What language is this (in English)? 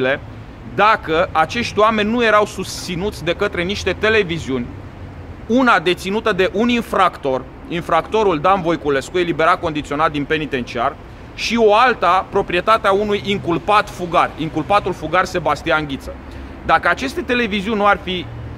Romanian